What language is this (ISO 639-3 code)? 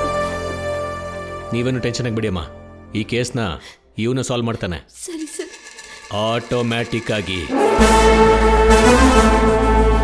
kan